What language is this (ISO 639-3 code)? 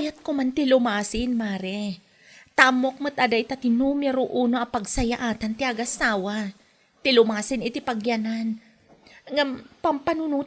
ilo